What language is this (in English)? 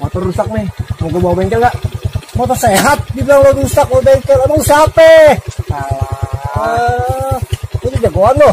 Betawi